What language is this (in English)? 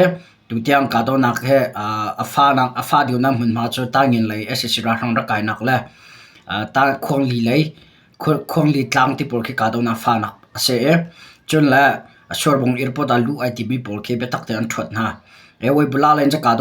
Hakha Chin